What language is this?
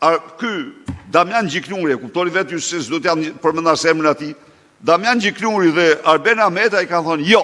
Albanian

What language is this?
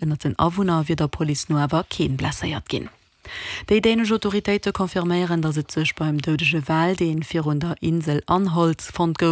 Luxembourgish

